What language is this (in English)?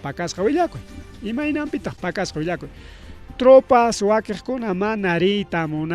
Ayacucho Quechua